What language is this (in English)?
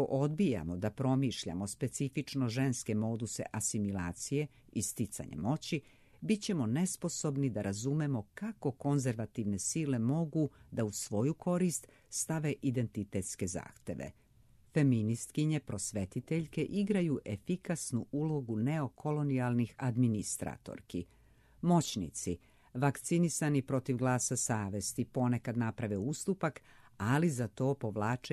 Serbian